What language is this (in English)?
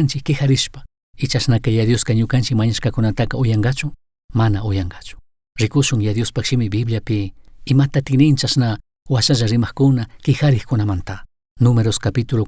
Chimborazo Highland Quichua